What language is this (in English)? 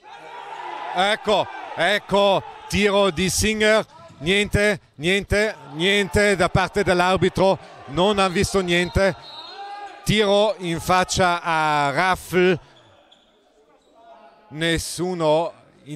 Italian